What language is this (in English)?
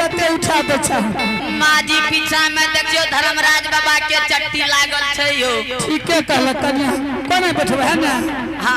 Angika